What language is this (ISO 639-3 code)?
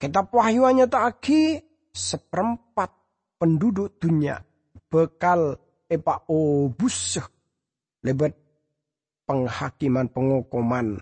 mad